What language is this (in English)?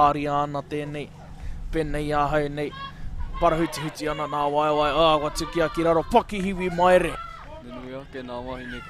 Māori